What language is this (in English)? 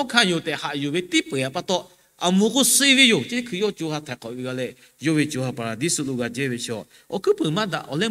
Lahu